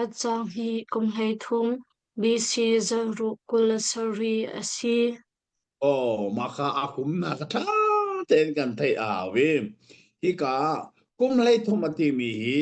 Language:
Hakha Chin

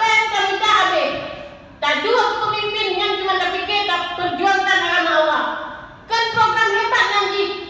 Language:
Achinese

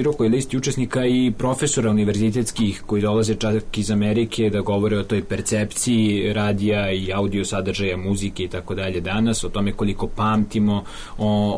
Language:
Serbian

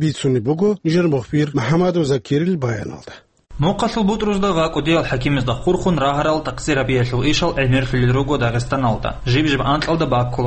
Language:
Avaric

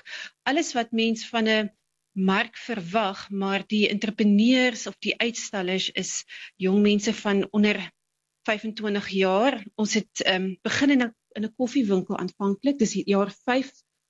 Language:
Afrikaans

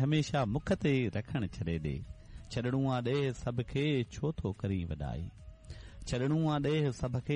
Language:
Sindhi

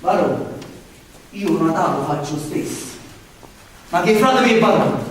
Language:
Neapolitan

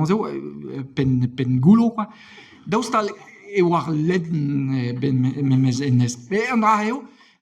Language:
Breton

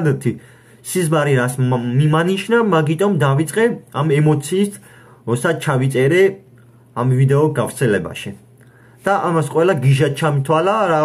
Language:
Georgian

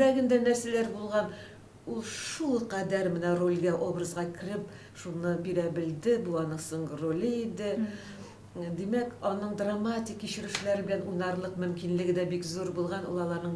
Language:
Tatar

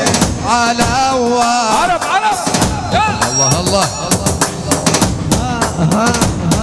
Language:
Arabic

